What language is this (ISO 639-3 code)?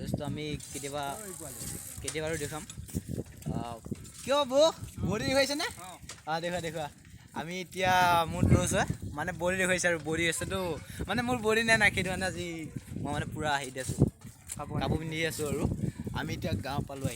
asm